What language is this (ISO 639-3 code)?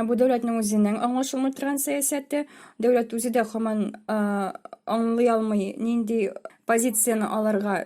tat